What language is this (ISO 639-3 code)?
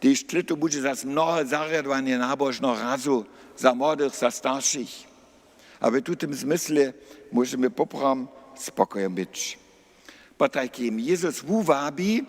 hsb